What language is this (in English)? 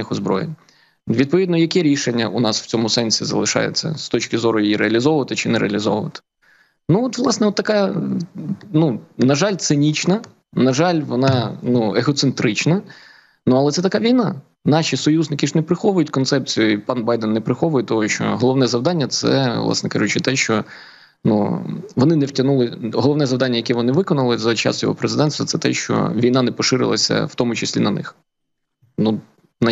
Ukrainian